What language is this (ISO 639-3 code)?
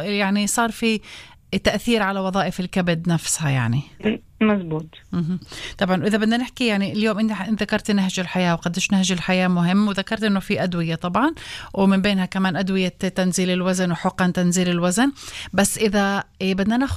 apc